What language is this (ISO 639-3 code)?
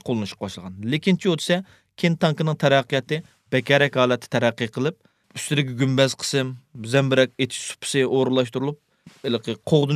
uig